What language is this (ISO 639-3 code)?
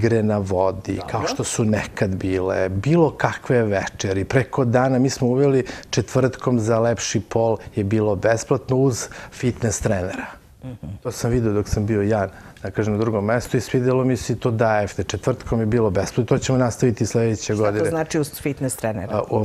srp